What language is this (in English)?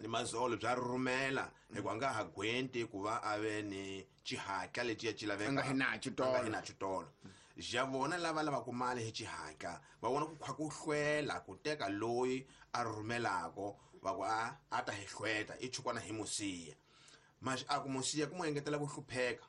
Tsonga